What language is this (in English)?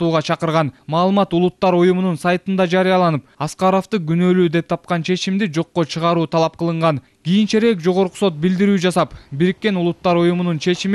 Kyrgyz